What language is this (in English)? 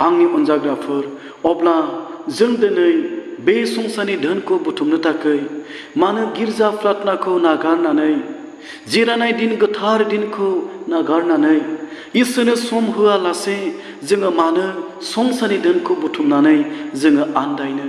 Bodo